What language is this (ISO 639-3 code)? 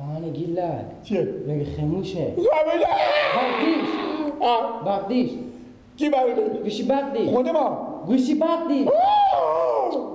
fas